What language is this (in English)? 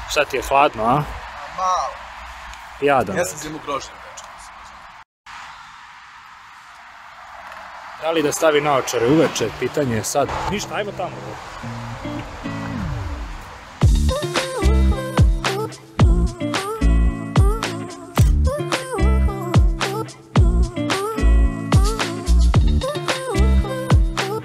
Serbian